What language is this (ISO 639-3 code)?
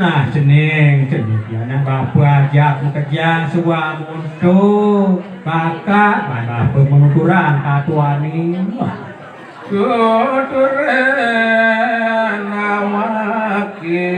ban